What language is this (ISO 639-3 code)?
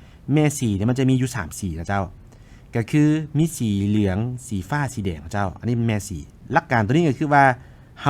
lao